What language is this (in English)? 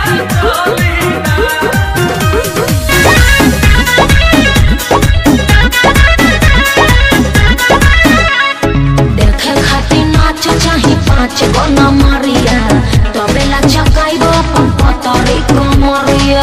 Bhojpuri